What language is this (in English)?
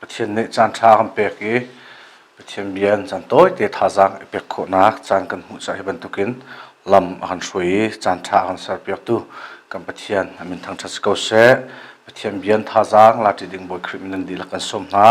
Hakha Chin